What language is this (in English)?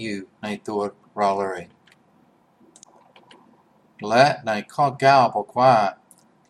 Thai